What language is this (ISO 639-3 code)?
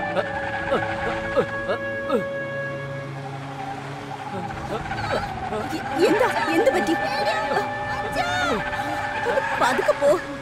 mal